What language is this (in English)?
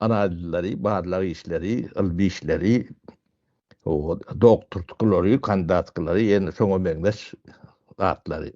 Turkmen